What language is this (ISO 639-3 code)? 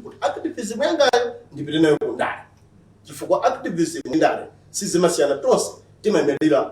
nya